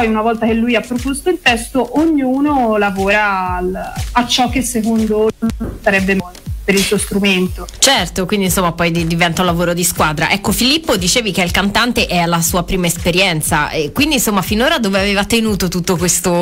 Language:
Italian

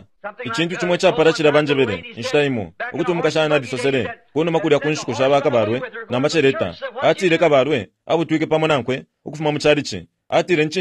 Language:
Bemba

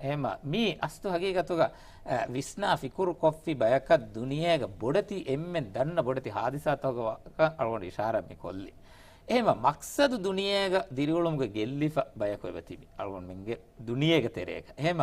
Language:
Divehi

